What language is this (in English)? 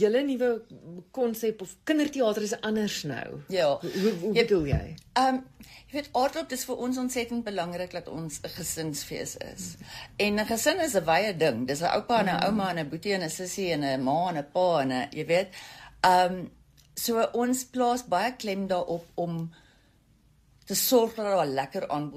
Afrikaans